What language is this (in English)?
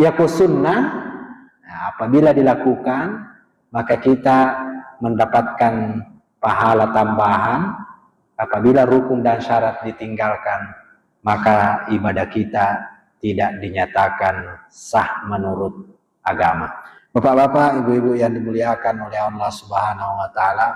Buginese